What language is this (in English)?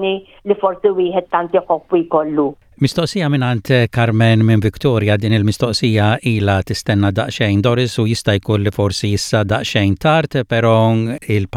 Maltese